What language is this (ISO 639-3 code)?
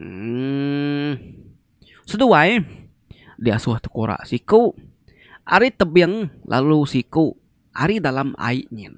iba